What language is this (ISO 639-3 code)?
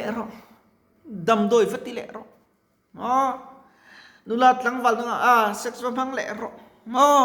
lus